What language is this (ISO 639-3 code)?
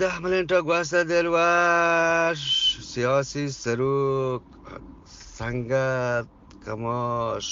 bgp